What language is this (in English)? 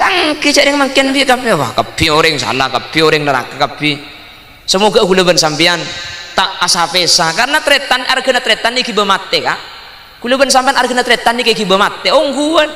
Madurese